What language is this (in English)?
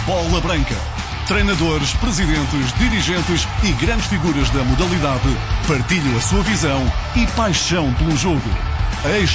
Portuguese